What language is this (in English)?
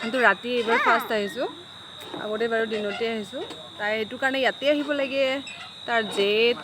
Assamese